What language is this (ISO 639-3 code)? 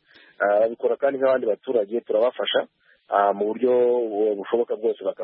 kin